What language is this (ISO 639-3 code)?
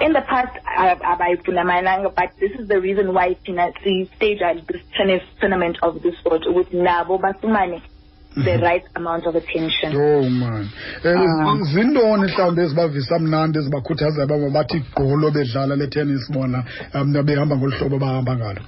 xho